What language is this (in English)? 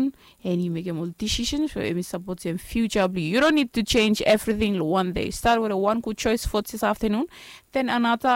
Bislama